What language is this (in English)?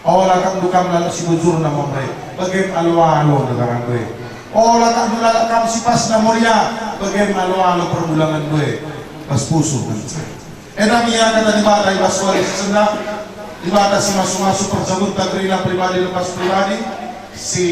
Batak Karo